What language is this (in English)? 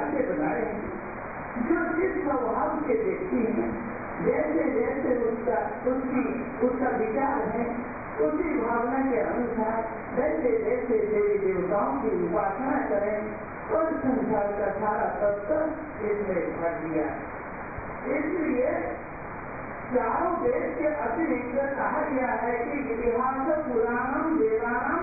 Hindi